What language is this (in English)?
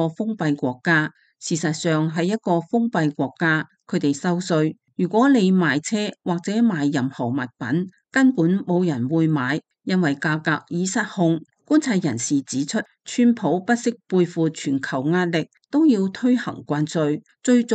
Cantonese